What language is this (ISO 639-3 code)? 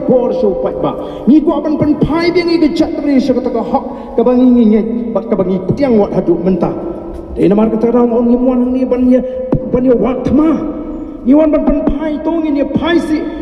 kha